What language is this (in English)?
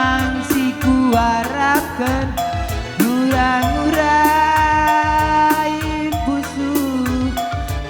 Batak Karo